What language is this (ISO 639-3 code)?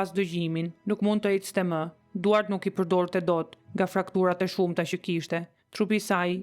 sqi